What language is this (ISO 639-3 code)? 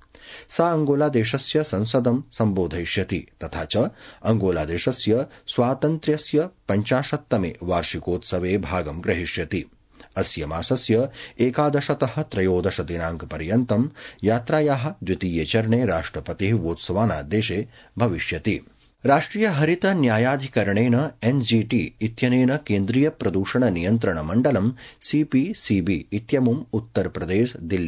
san